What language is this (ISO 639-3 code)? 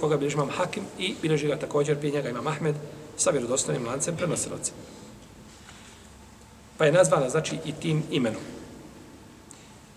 bos